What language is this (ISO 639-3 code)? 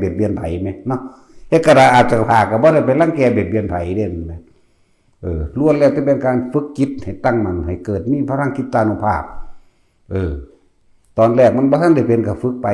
tts